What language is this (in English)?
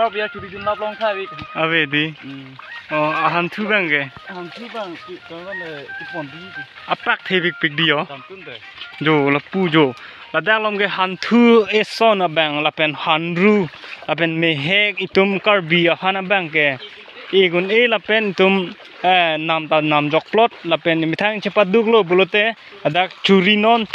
Karbi